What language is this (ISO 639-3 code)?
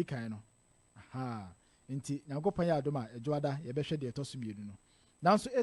aka